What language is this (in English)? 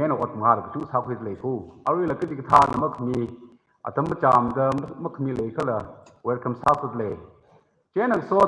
Tangkhul Naga (India)